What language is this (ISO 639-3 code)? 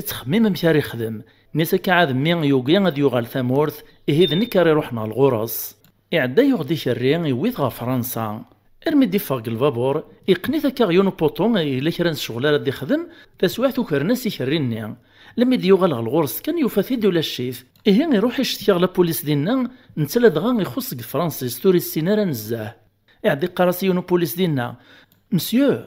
kab